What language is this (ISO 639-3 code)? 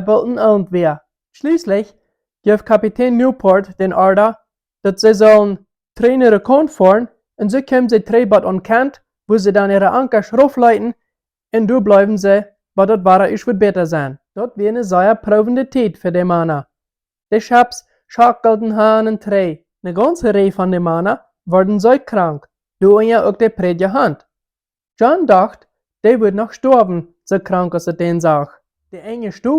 pdt